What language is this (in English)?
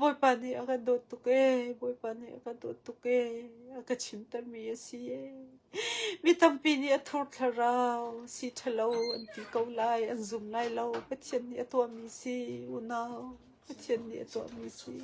Hakha Chin